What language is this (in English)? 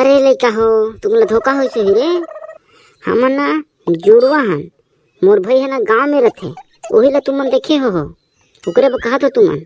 Chhattisgarhi